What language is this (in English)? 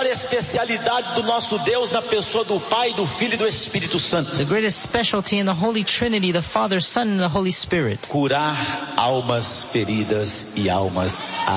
Portuguese